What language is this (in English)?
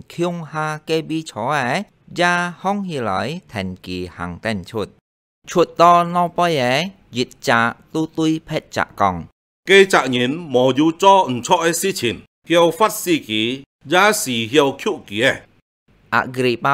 Hakka Chinese